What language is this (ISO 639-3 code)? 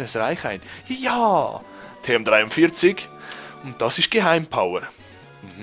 gsw